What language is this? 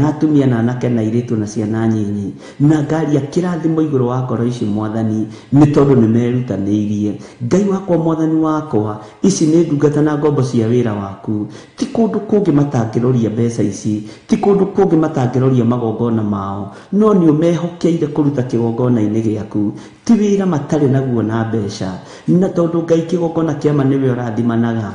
Kikuyu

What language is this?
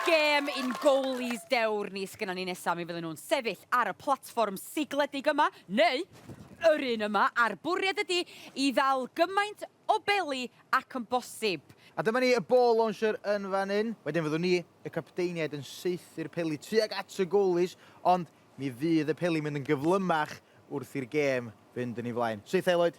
Welsh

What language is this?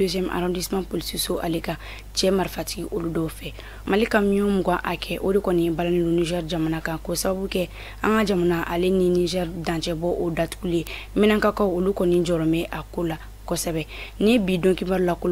Bambara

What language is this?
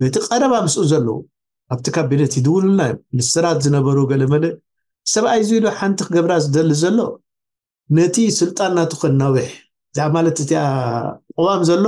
Tigrinya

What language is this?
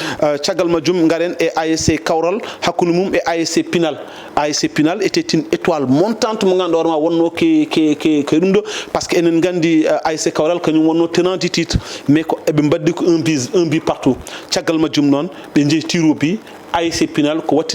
Fula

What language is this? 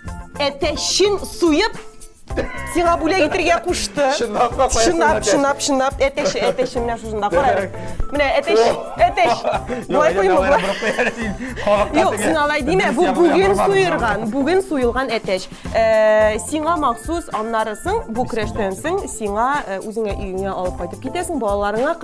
Tatar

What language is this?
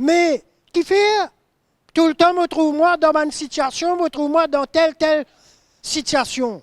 Morisyen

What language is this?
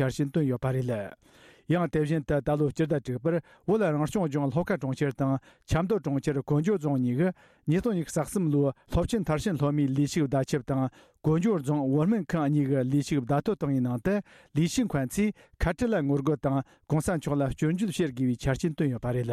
Tibetan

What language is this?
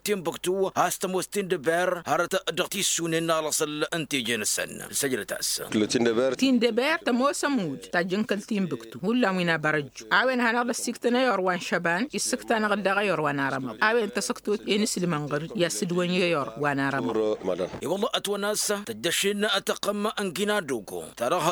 Tamasheq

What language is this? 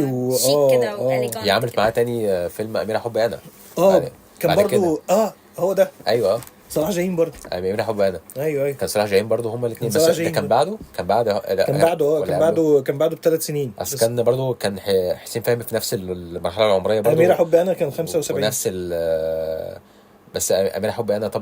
Egyptian Arabic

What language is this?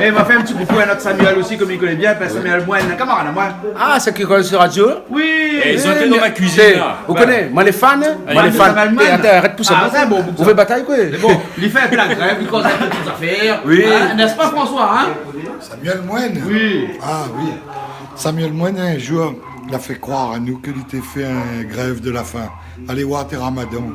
Réunion Creole French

